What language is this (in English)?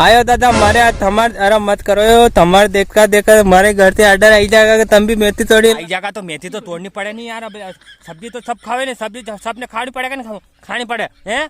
Rajasthani